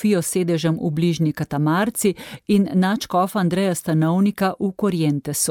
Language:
Slovenian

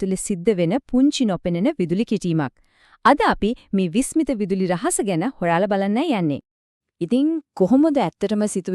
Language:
Sinhala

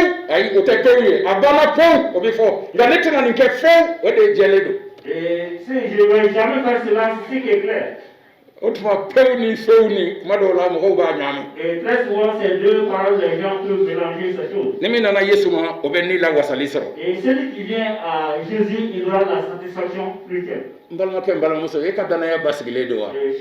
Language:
Bambara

